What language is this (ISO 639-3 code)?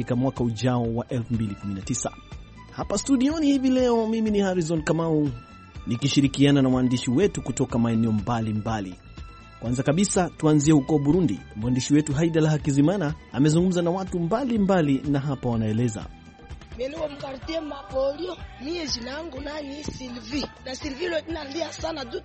swa